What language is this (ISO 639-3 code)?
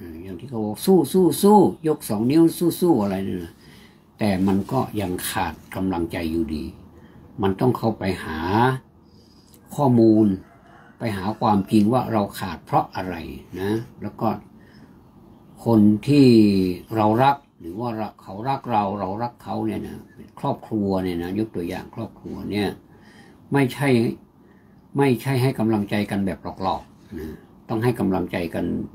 tha